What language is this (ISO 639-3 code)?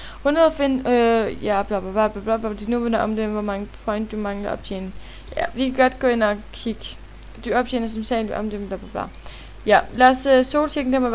dan